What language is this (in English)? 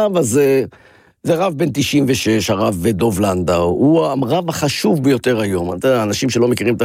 Hebrew